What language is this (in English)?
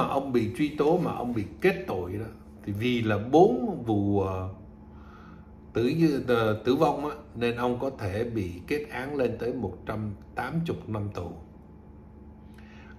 Vietnamese